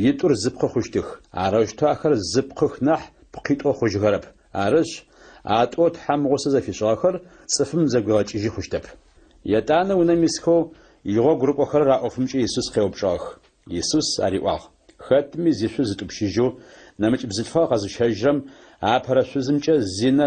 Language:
Adyghe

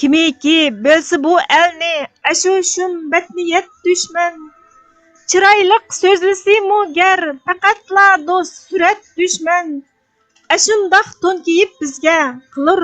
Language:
Uyghur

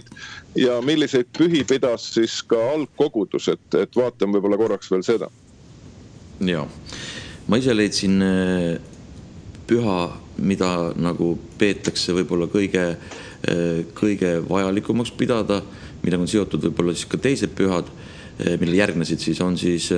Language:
Estonian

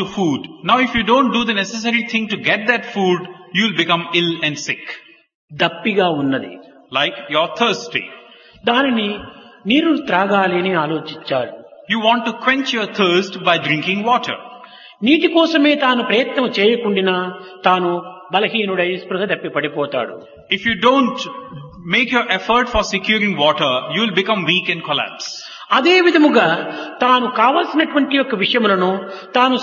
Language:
Telugu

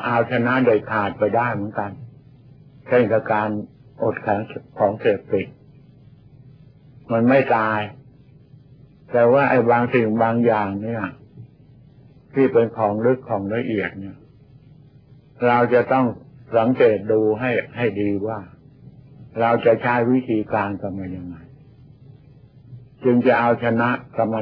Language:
Thai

